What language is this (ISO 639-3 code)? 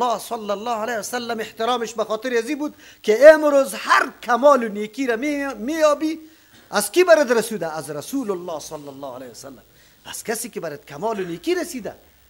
fas